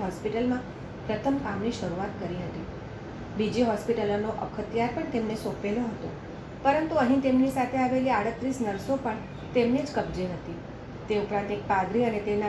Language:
Gujarati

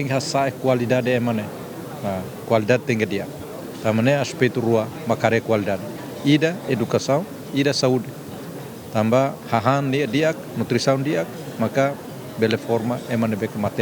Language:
Tetum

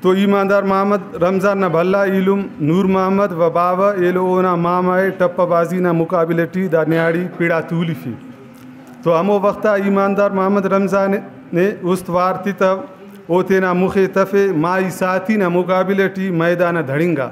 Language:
Brahui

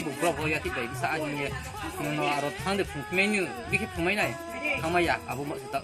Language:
Kok Borok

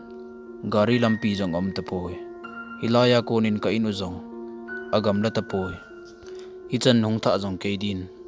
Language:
Thado Chin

